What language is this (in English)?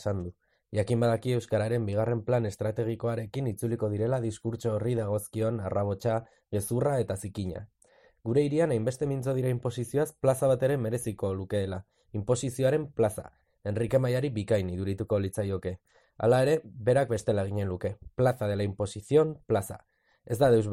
Basque